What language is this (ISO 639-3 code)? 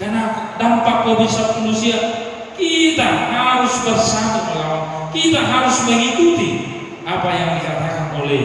bbc